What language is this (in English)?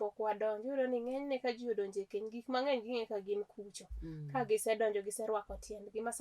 Luo (Kenya and Tanzania)